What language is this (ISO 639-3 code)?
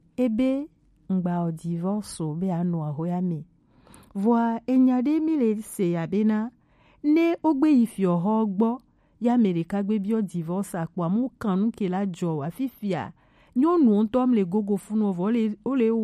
gej